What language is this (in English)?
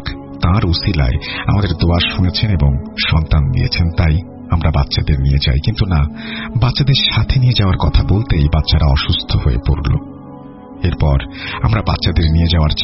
Bangla